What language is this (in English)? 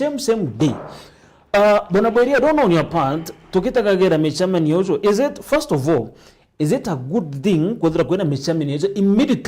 Meru